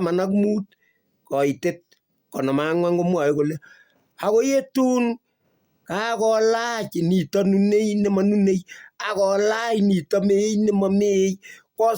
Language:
Kalenjin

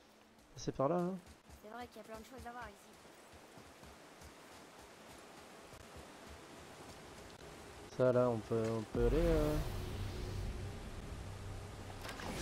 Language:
French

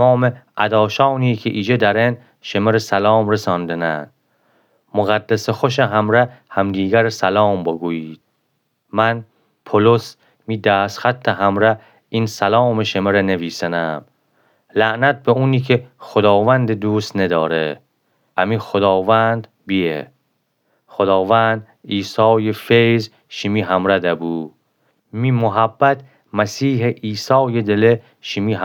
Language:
Gilaki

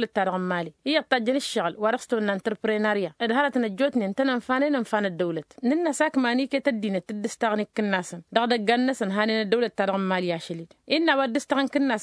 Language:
Tamasheq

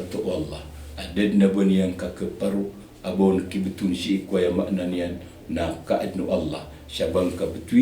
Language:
Maranao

